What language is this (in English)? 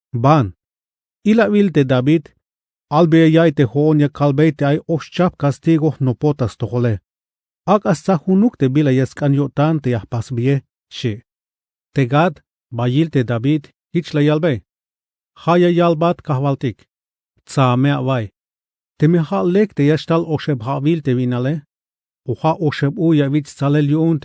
Tzeltal